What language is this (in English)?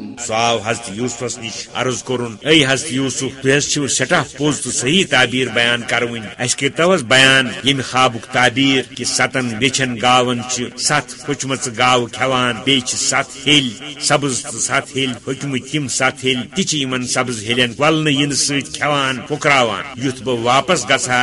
Kashmiri